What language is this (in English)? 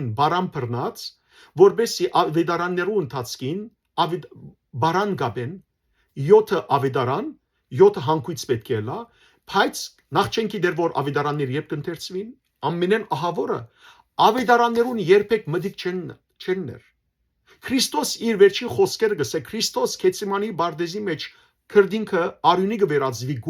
Western Armenian